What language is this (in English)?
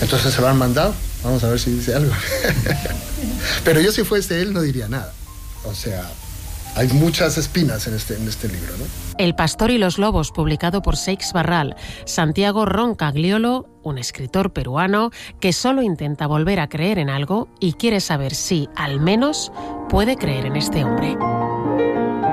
Spanish